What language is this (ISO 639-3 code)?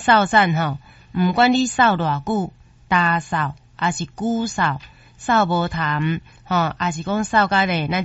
nan